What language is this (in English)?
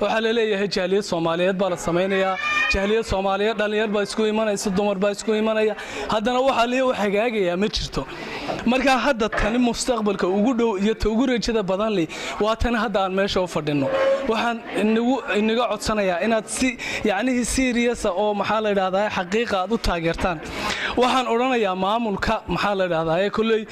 Somali